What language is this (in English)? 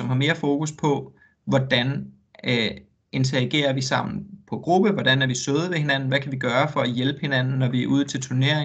Danish